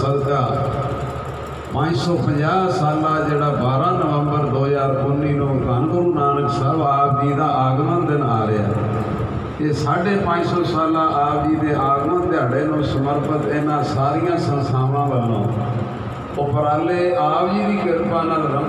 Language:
Punjabi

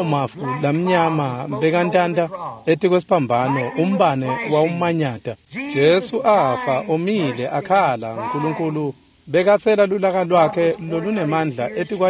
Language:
Swati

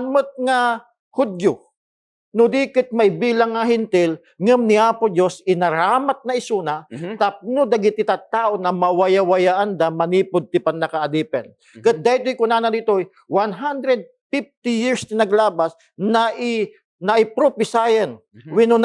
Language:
Iloko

